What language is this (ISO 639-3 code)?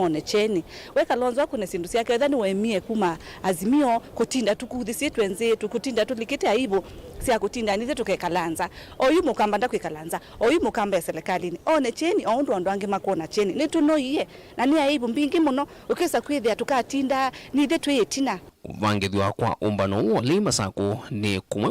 kam